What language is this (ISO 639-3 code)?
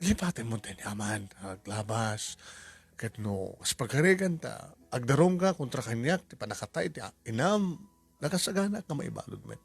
ilo